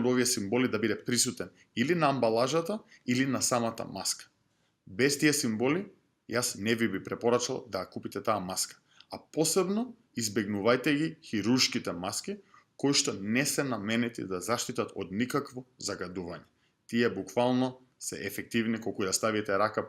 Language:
Macedonian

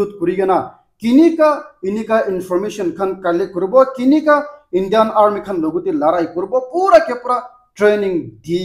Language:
Naga Pidgin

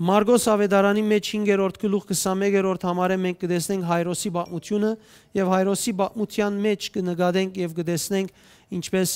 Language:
Western Armenian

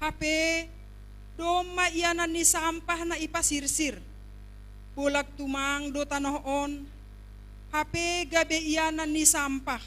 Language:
Batak Simalungun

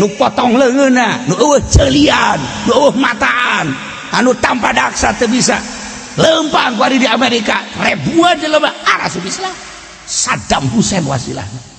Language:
Sundanese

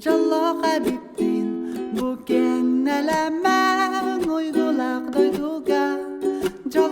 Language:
Yakut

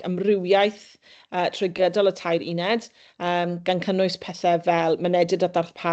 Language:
Welsh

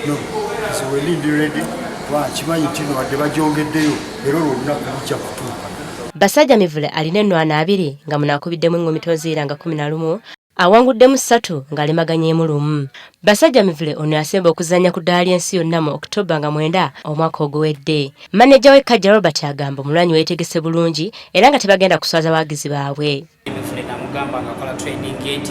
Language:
Ganda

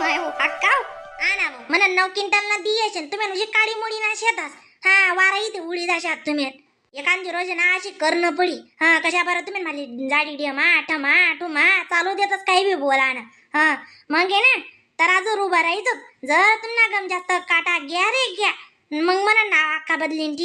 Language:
Khandesi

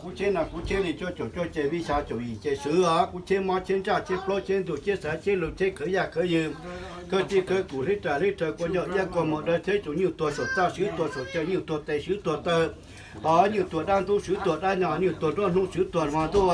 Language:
Hmong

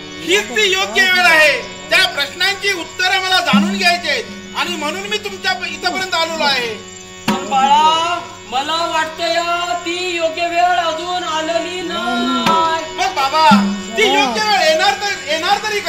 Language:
Marathi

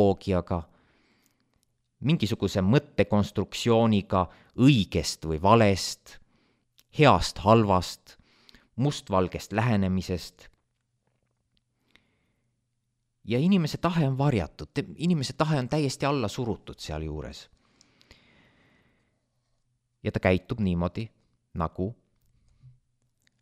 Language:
Estonian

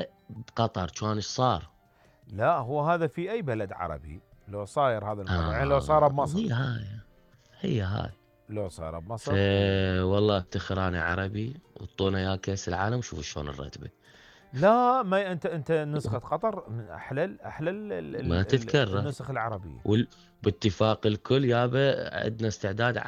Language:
Mesopotamian Arabic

